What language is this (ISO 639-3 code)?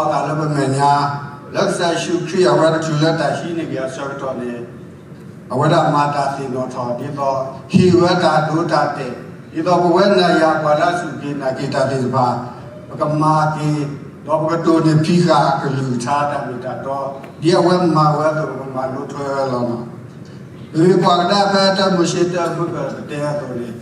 ksw